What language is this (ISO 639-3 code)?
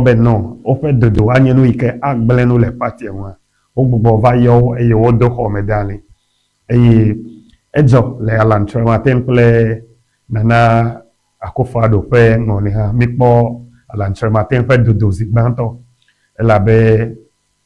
ewe